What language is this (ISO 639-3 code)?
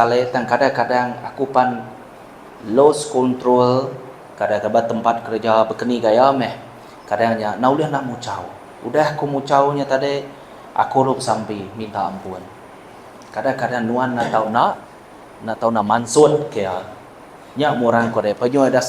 iba